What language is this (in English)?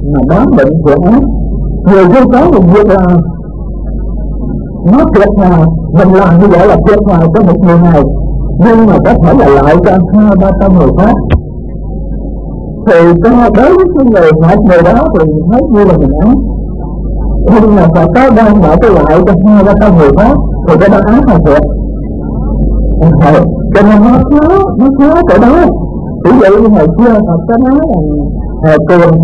Vietnamese